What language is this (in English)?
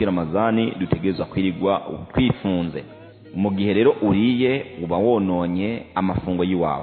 Rundi